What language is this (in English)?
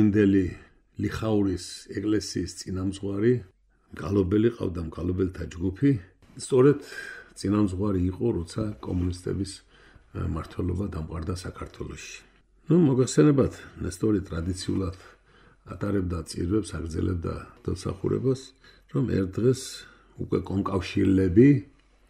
Georgian